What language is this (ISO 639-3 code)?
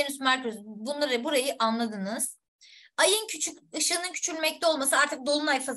tur